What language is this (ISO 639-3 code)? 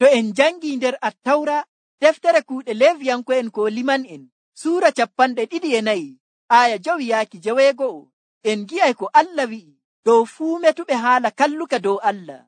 fuv